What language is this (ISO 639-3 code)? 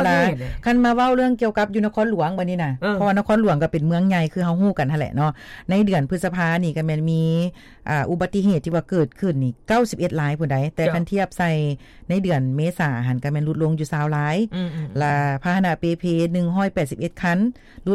lao